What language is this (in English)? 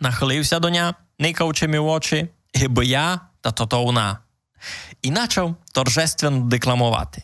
Rusyn